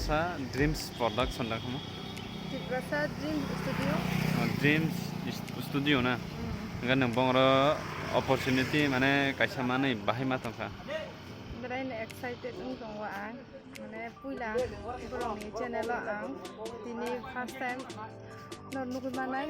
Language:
Kok Borok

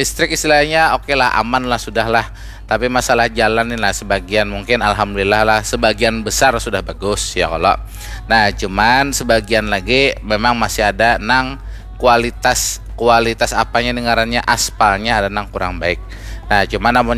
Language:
Banjar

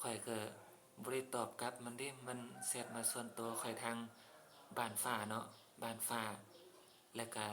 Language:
Northeastern Thai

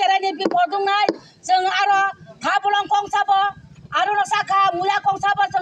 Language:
Kok Borok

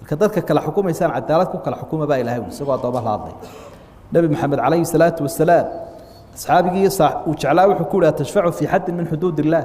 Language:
Somali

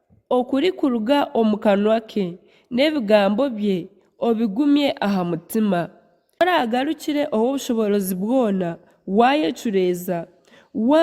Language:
Nyankole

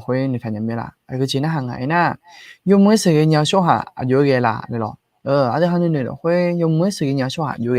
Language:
Akha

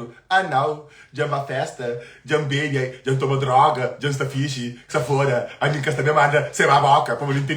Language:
Kabuverdianu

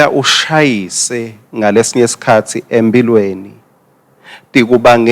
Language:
Swati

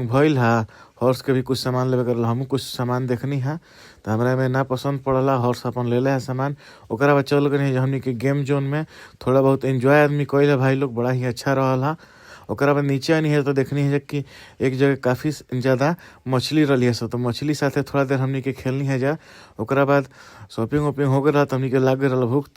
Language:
Bhojpuri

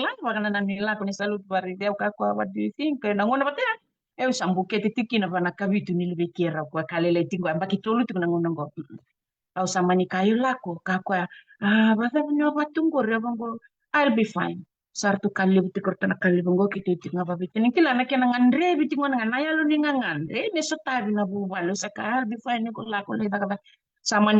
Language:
Fijian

